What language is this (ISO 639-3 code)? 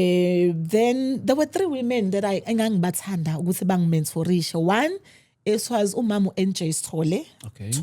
zul